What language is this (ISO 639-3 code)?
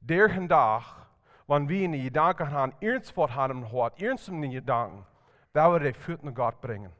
pdt